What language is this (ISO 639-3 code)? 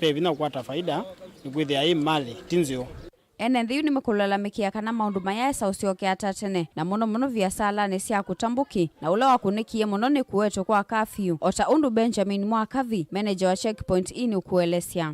kam